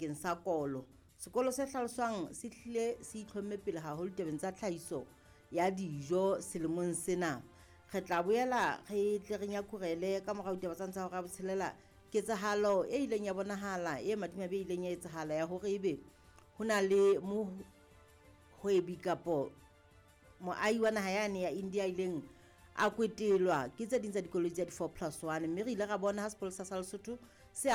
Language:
Southern Sotho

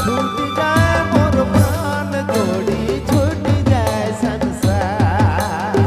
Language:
Sadri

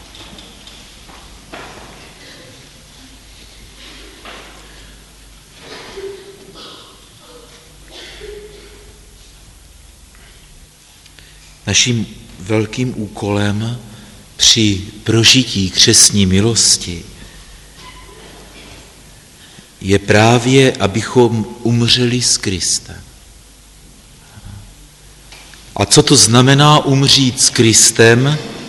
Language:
Czech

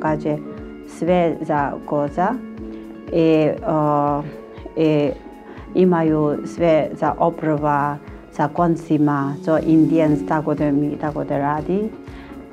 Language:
Serbian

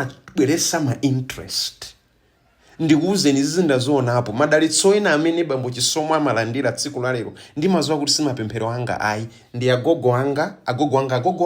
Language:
Nyanja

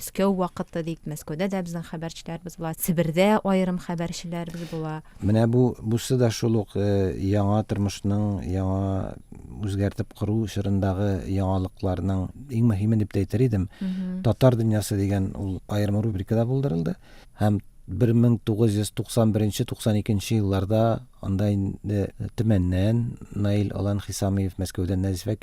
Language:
Tatar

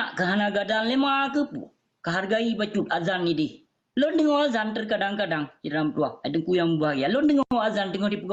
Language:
Achinese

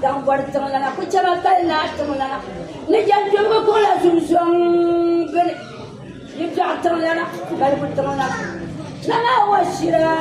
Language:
Dagbani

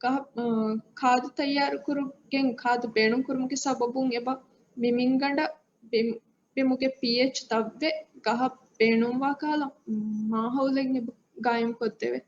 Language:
Divehi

